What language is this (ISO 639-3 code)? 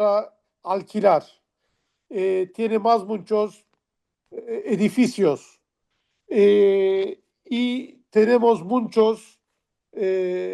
lad